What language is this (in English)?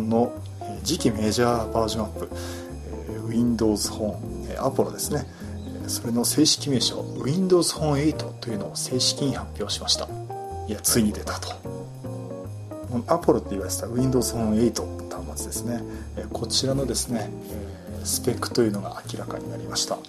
Japanese